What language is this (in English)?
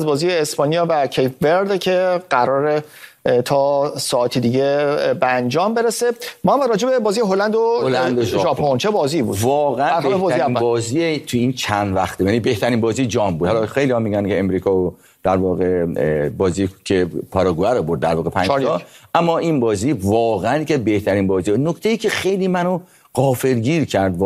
Persian